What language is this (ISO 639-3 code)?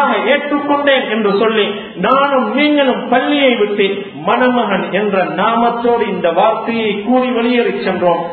tam